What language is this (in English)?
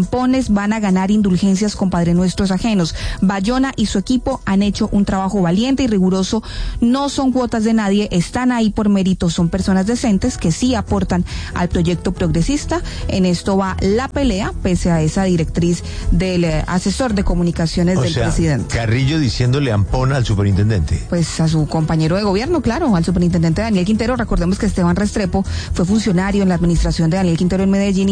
Spanish